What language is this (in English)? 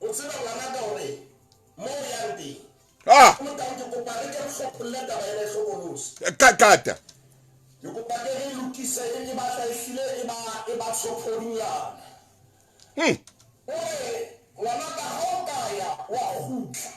Southern Sotho